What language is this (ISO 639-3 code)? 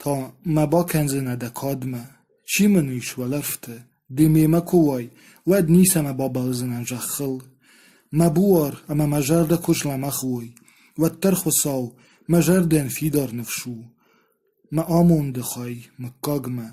oss